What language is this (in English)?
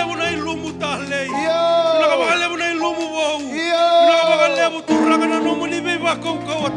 Fijian